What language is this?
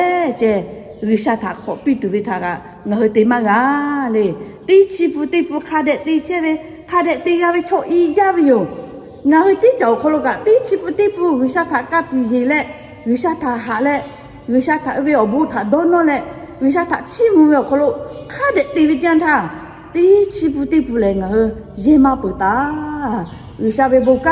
Lahu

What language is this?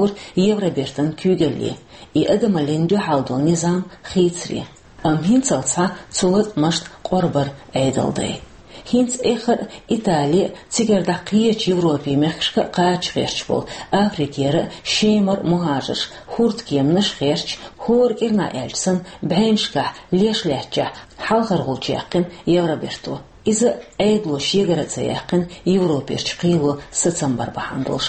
Chechen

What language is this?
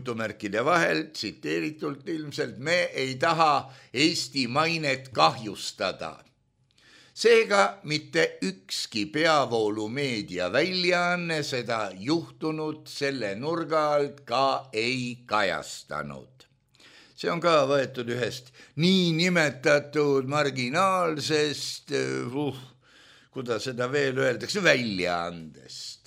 Estonian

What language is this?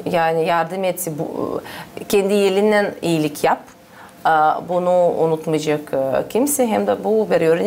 Gagauz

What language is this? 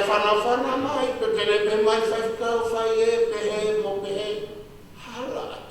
Tongan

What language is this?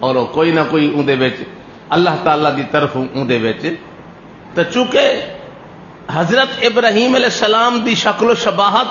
Saraiki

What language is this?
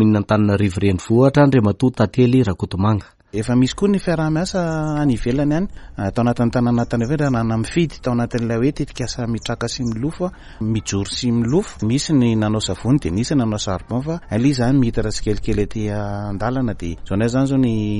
Malagasy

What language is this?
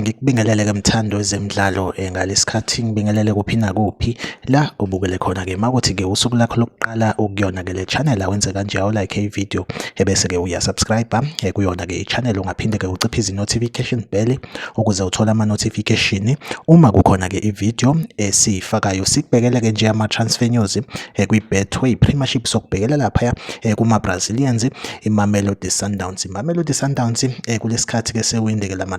Zulu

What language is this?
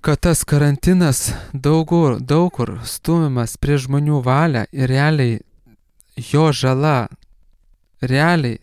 Lithuanian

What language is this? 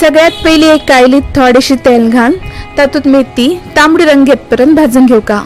Konkani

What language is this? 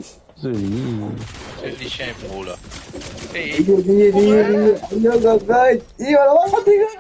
Morisyen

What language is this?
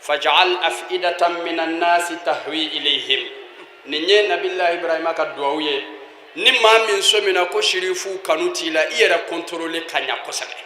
Bambara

